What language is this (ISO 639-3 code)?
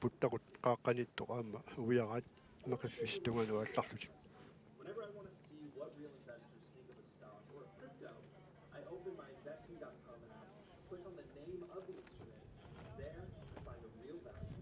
kal